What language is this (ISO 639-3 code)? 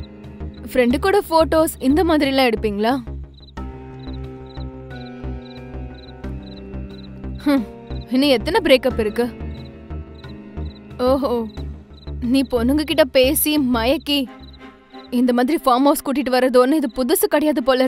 tam